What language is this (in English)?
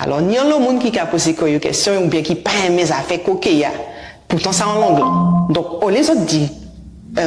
Guadeloupean Creole French